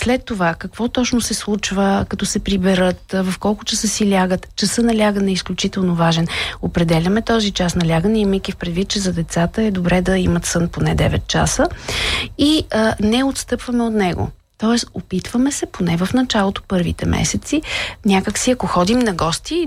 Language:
Bulgarian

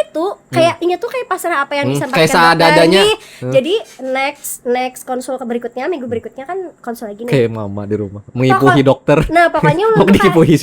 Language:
Banjar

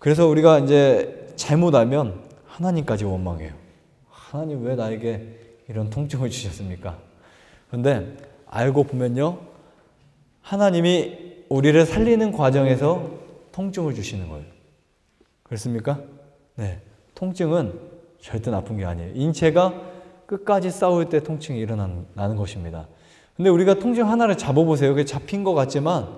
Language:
Korean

